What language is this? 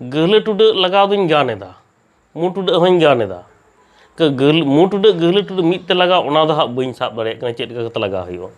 Santali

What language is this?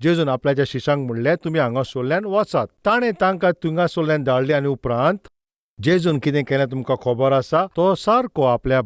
Konkani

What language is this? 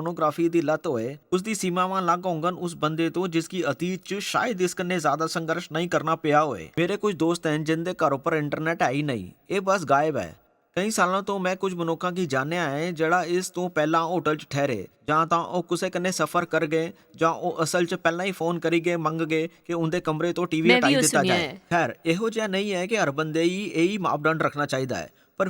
Dogri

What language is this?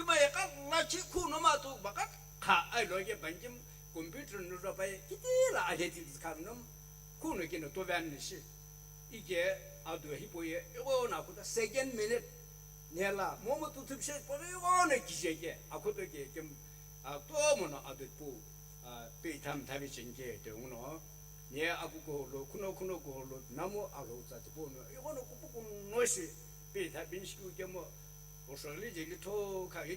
Sumi Naga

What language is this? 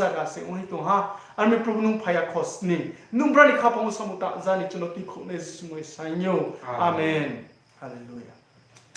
Riang (India)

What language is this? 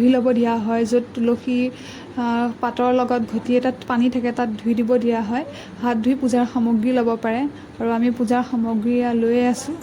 Assamese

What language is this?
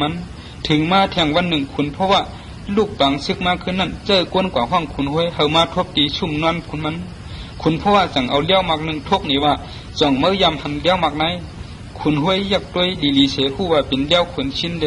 Shan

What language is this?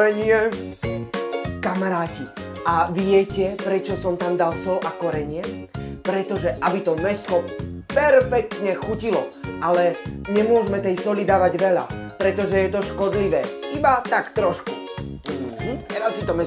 Slovak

